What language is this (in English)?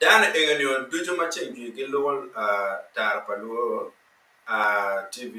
Acoli